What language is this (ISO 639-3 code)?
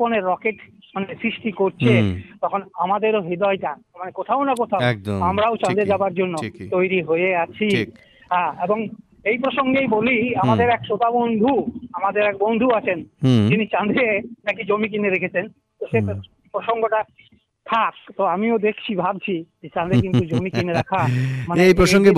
ben